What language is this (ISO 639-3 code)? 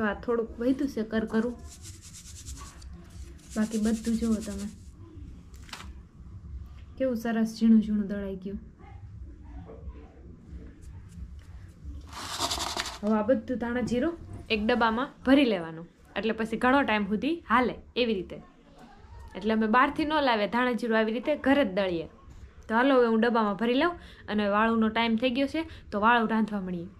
guj